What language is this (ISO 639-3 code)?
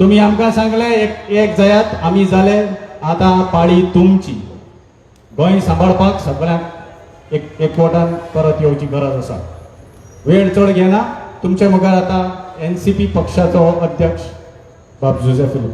kok